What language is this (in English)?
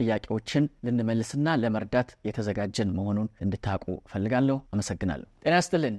Amharic